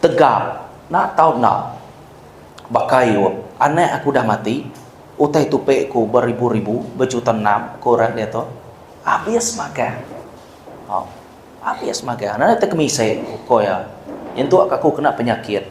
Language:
Iban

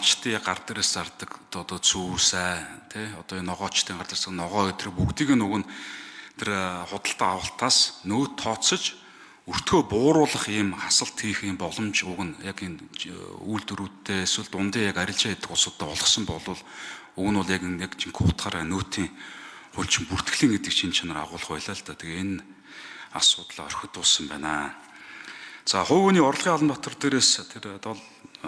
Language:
Mongolian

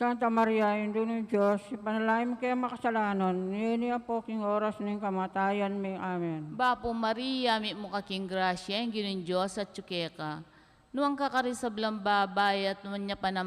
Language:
Pampanga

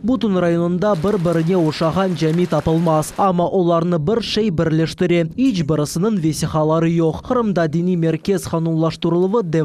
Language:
Crimean Tatar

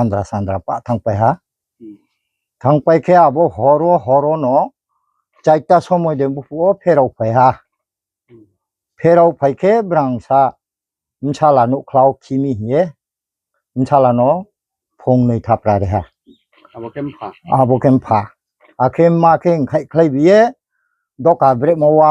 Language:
Riang (India)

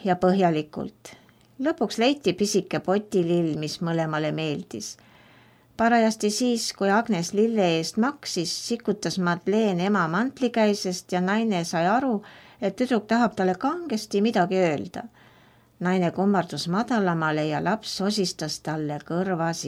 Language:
Estonian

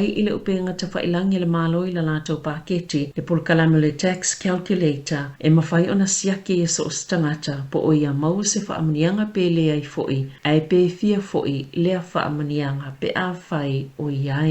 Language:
Samoan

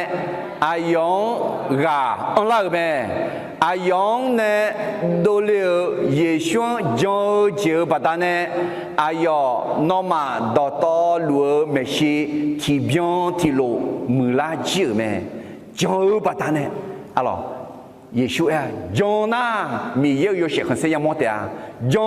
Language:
Akha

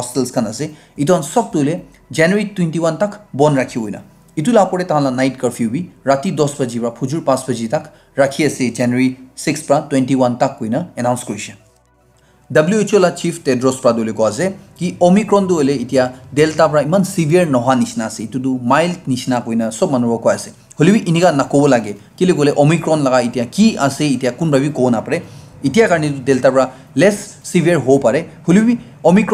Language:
Naga Pidgin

